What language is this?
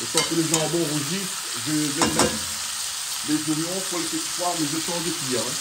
Réunion Creole French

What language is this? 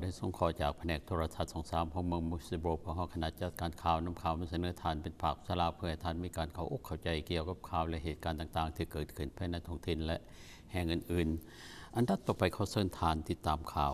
Lao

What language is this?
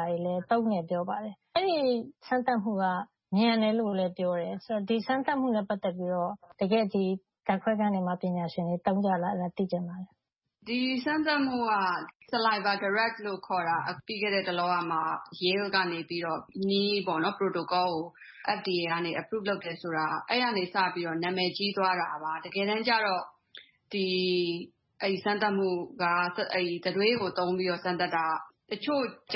Burmese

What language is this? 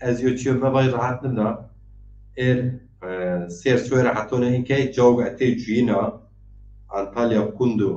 Zaza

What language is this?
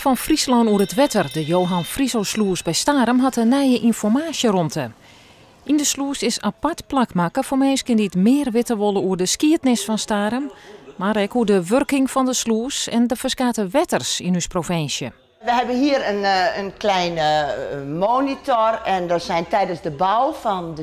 Western Frisian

